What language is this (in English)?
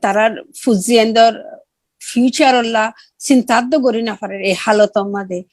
Rohingya